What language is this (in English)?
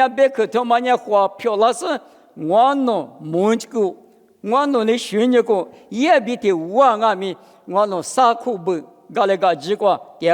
Lisu